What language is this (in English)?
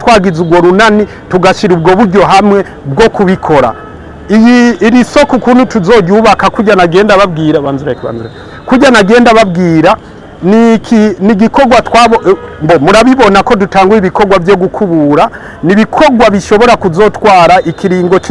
Rundi